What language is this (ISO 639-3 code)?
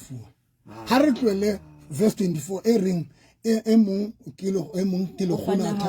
sot